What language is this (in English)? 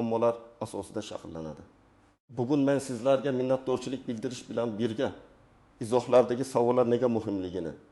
Uzbek